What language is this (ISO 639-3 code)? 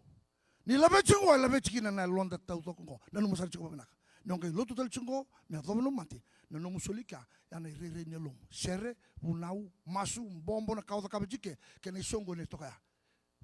fij